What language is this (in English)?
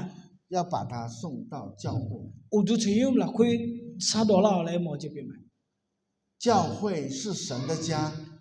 Akha